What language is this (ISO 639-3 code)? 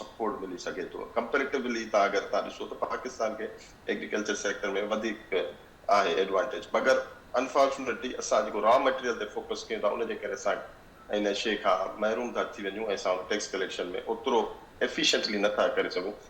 snd